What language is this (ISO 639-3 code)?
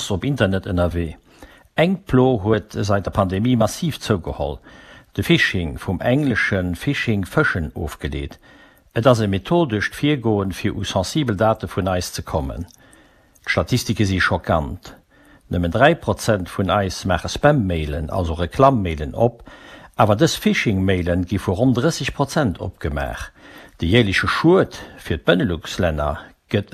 ltz